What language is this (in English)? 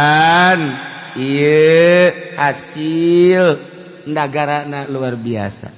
Sundanese